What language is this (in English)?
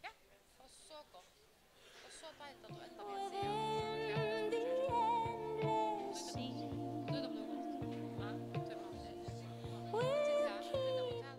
Faroese